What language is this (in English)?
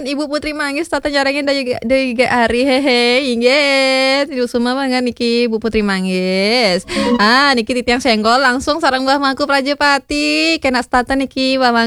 Balinese